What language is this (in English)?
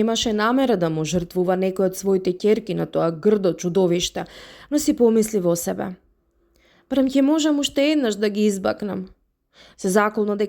Macedonian